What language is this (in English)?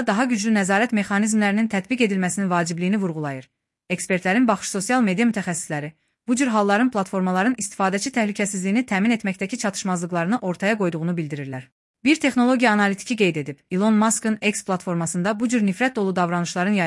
Azerbaijani